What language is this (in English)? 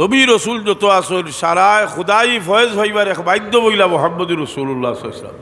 Sylheti